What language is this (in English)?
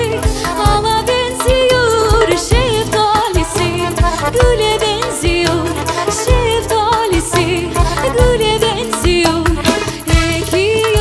Crimean Tatar